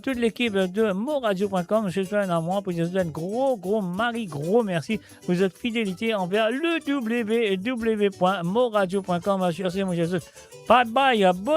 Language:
Morisyen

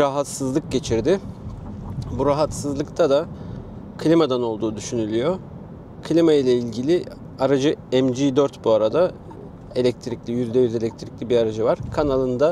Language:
Turkish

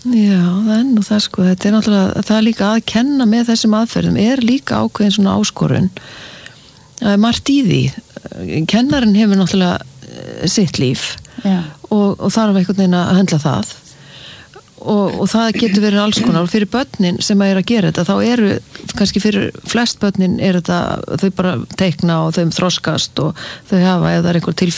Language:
Icelandic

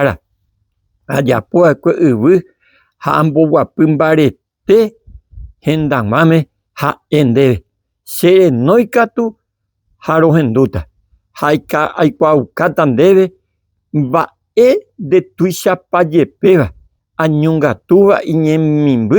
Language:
Guarani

